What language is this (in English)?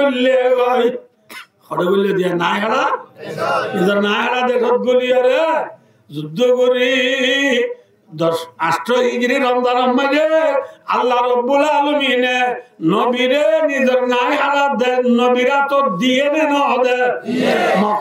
Rohingya